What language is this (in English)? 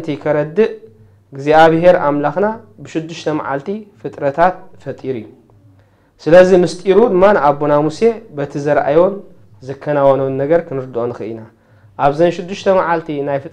Tigrinya